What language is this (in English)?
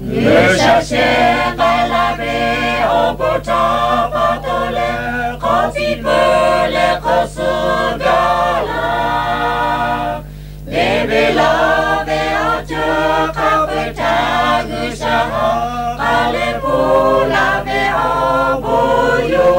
Lahu